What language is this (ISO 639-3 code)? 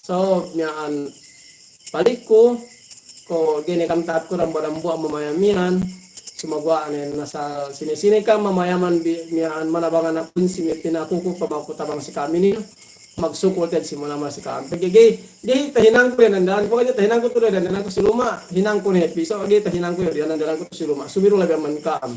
yka